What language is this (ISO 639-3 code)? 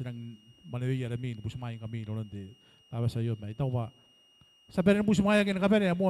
gil